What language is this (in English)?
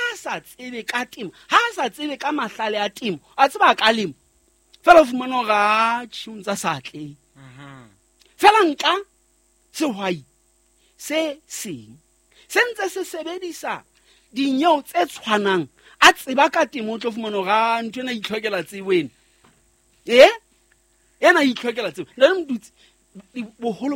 Southern Sotho